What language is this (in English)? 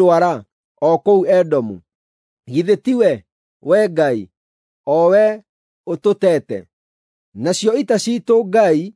Kikuyu